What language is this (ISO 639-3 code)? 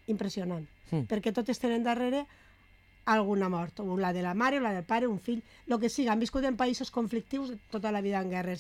cat